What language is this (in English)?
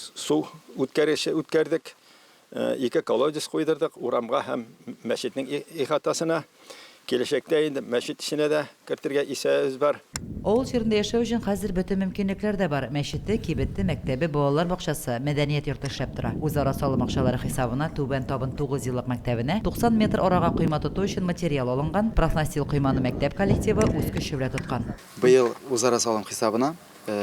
Tatar